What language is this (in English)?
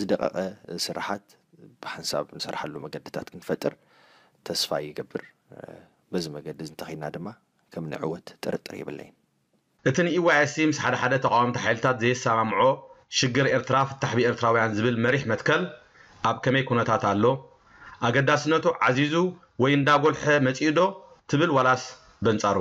Tigrinya